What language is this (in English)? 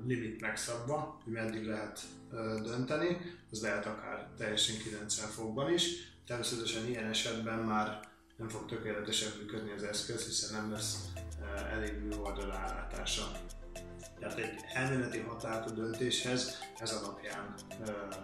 Hungarian